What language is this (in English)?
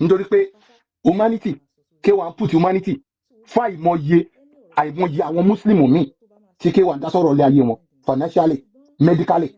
Yoruba